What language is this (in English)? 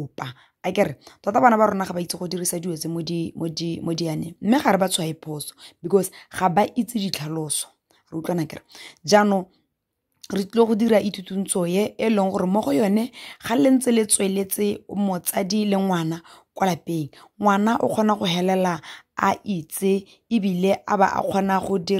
Tswana